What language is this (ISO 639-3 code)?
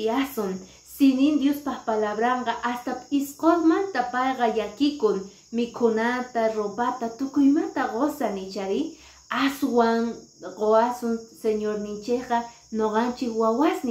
que